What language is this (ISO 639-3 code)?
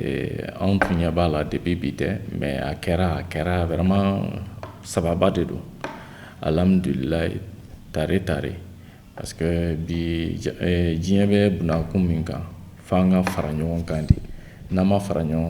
bam